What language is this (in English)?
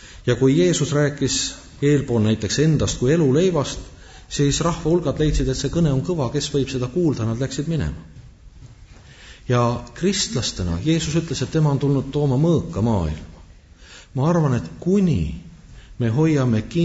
Estonian